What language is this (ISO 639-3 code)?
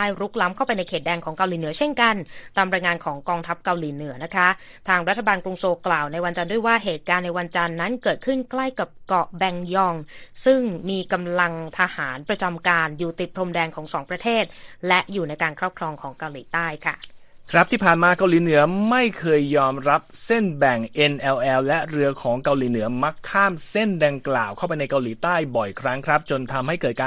tha